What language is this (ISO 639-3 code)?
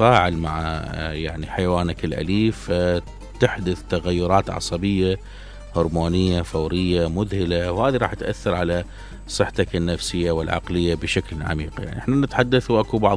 acm